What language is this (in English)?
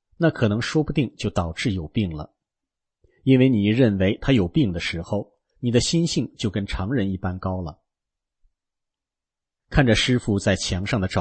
Chinese